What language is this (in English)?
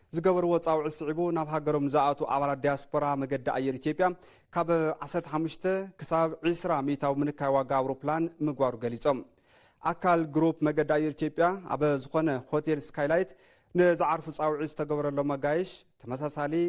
Tigrinya